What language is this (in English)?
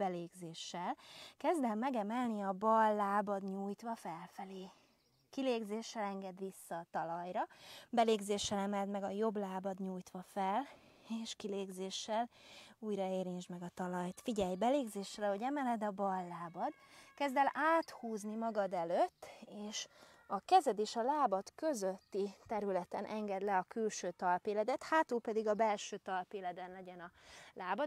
Hungarian